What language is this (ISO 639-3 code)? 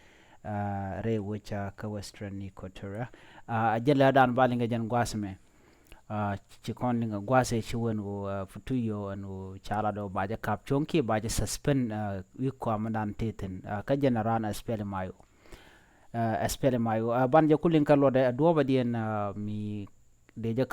nus